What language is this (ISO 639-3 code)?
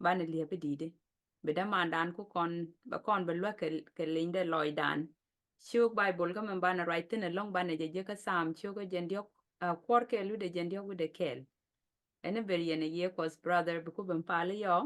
nus